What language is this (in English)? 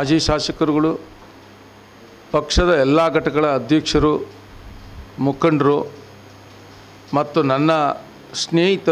Kannada